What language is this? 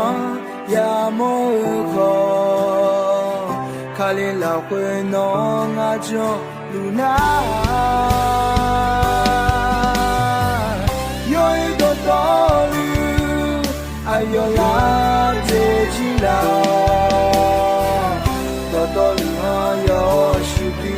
Akha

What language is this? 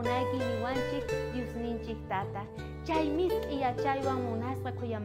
South Bolivian Quechua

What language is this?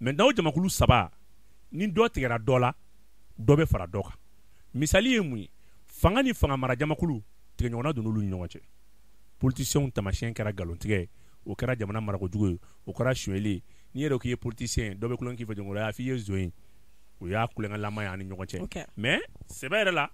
Bambara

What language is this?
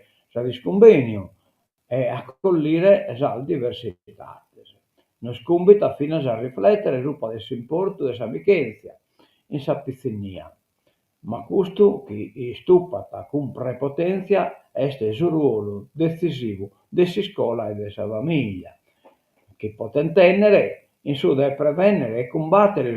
Sardinian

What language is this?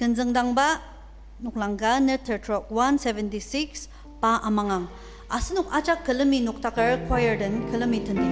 Ao Naga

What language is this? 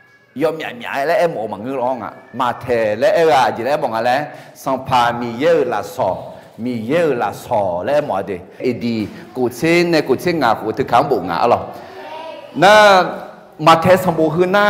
Akha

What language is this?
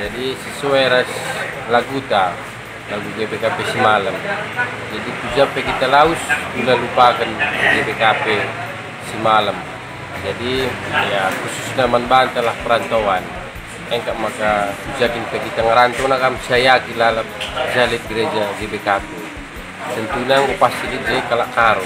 Batak Karo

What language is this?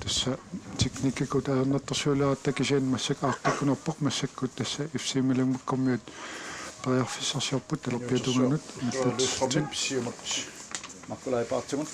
Kalaallisut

